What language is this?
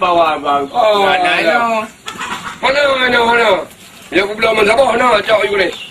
Achinese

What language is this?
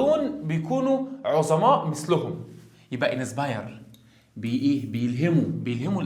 Egyptian Arabic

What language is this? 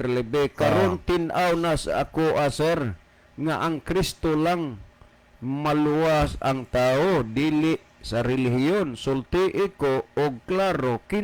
Cebuano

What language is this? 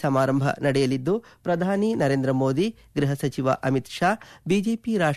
Kannada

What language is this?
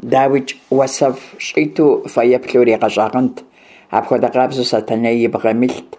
Kabardian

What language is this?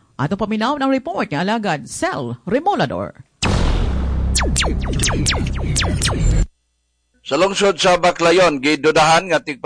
Cebuano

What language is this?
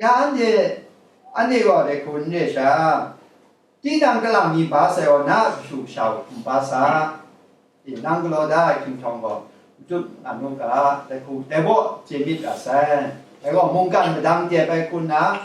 Kachin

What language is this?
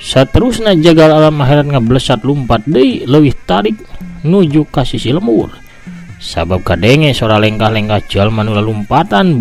Sundanese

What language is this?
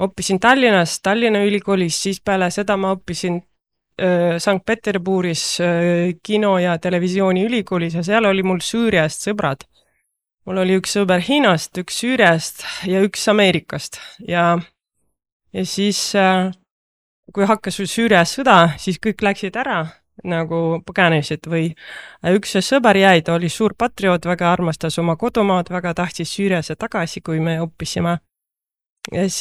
Estonian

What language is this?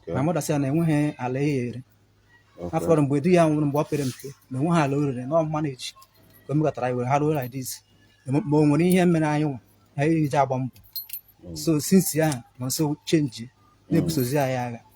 Igbo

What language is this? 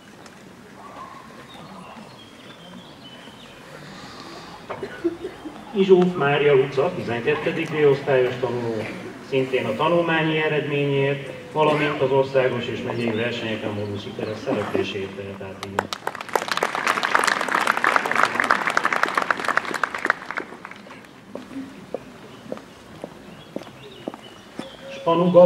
Hungarian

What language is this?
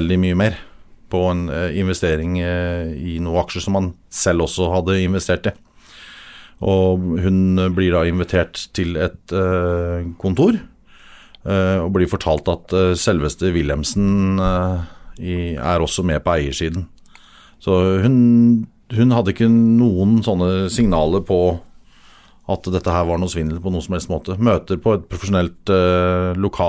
Norwegian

